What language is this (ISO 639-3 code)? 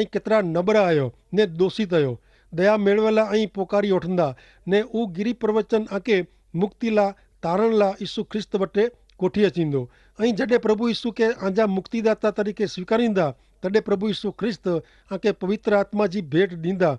kfr